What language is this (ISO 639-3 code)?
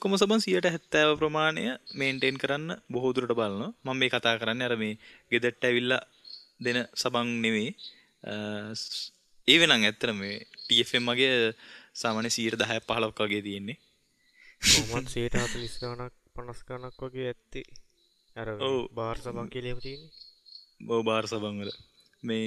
sin